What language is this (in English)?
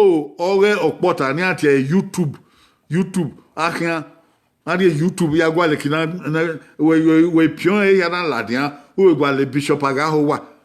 Bini